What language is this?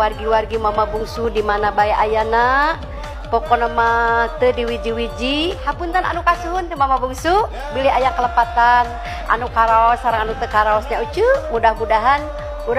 Sundanese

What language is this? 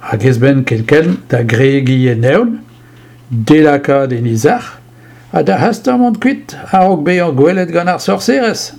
Breton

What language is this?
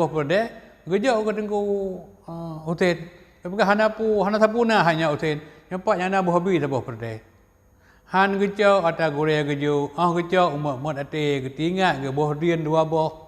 Achinese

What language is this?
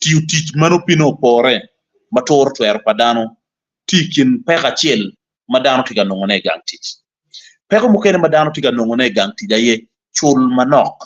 Acoli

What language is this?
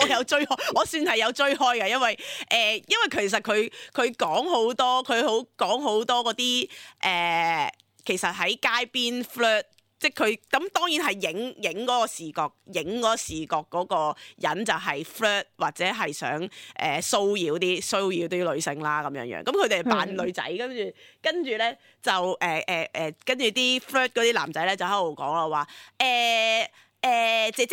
Cantonese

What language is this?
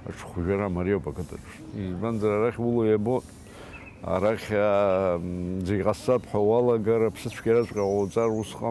Abkhazian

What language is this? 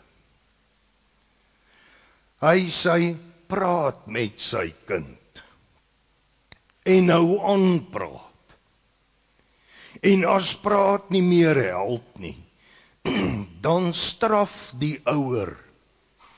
Afrikaans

